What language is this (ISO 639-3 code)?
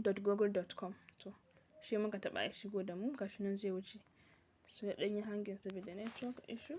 hau